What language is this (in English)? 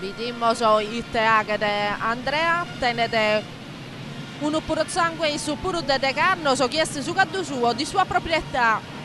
Sardinian